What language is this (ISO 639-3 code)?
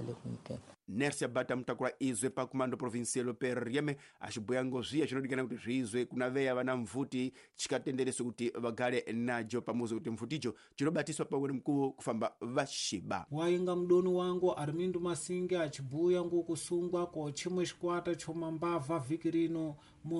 tso